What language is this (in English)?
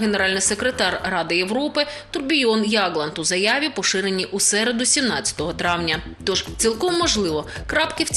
Ukrainian